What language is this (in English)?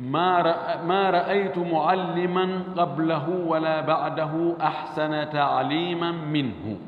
Fula